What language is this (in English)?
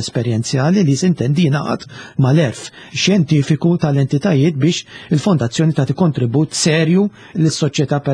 Maltese